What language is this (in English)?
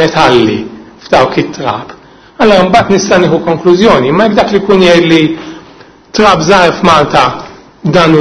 Maltese